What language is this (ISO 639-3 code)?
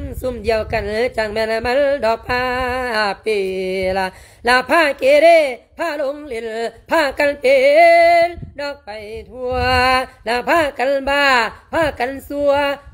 lao